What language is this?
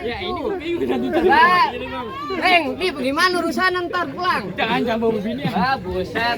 Betawi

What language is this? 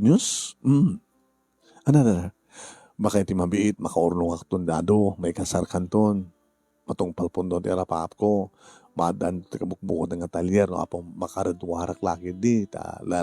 Iloko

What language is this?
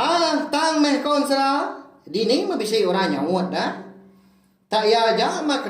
Iban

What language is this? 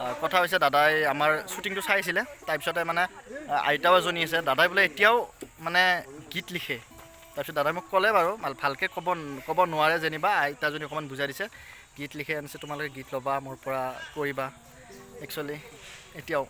Assamese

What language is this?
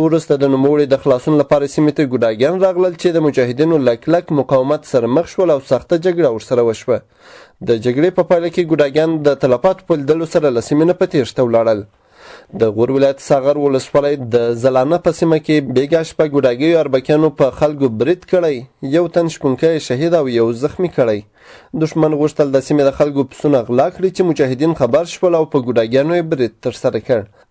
Pashto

